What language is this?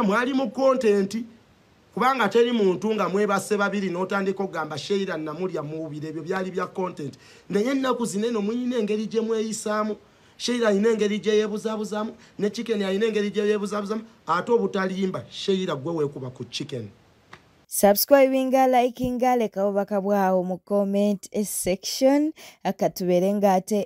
Ganda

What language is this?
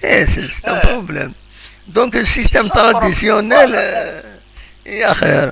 Kabyle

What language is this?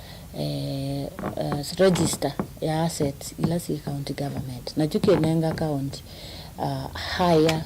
Kamba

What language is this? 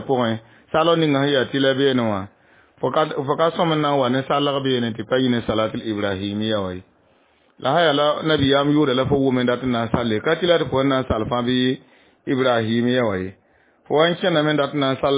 Mossi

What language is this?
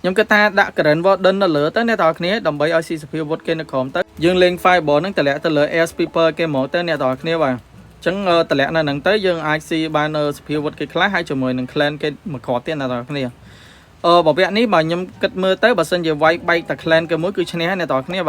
Khmer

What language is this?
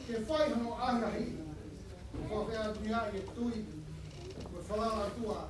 Tongan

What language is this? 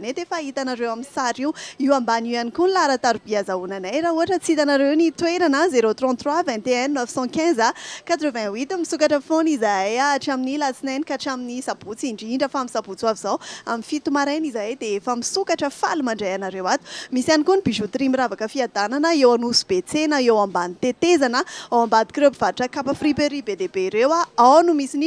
Malagasy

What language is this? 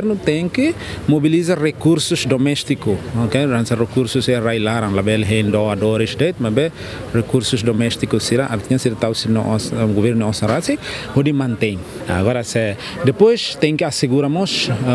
Tetum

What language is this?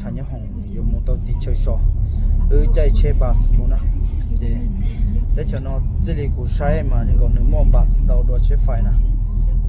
Hmong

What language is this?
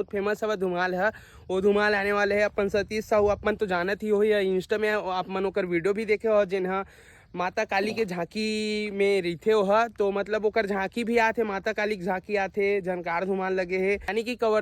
Chhattisgarhi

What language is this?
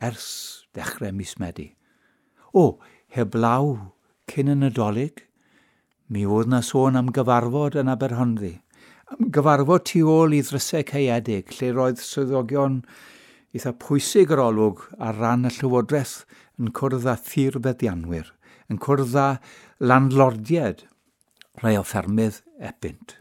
Welsh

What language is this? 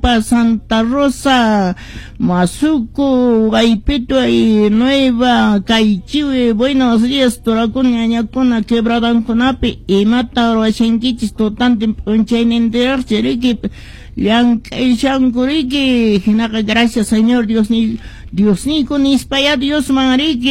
Quechua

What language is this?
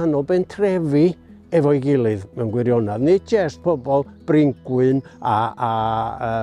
Welsh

